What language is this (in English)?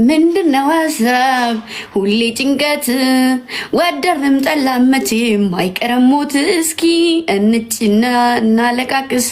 Amharic